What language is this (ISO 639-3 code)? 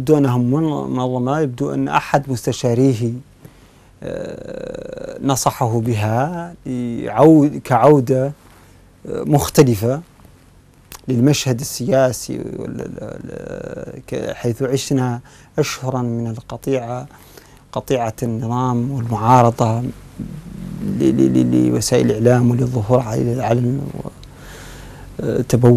ara